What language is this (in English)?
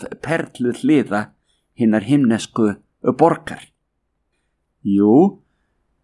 Icelandic